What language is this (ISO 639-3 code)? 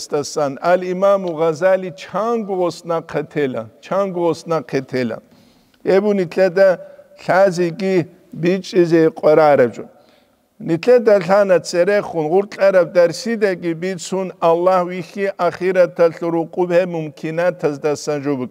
ava